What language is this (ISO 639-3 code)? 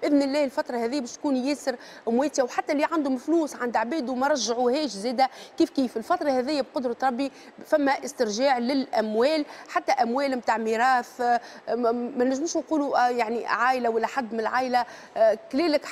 aeb